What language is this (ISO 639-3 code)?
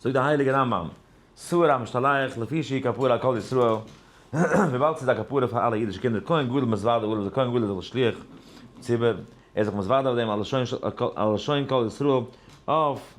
yid